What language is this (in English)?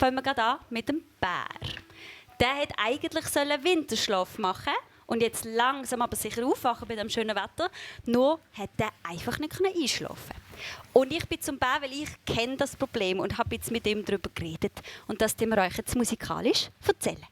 Swiss German